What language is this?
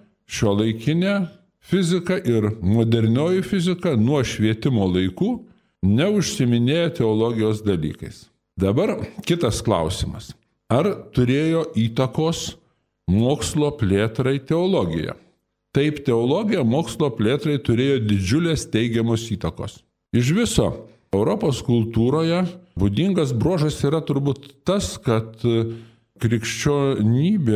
Lithuanian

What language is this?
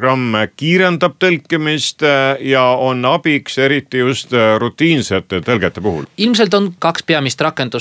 Estonian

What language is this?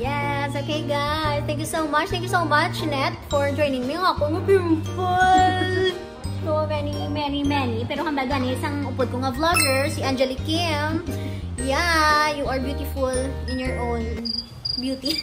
Hiligaynon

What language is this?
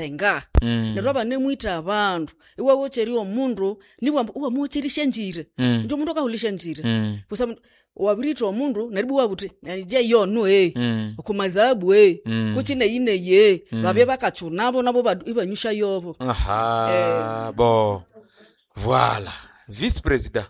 Nande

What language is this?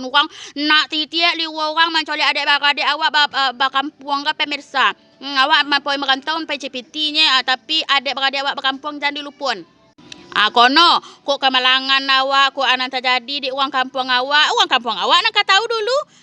Minangkabau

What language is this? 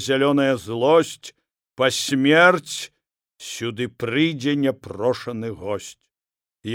Belarusian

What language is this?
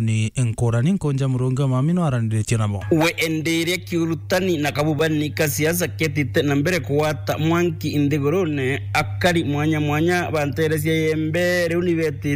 Meru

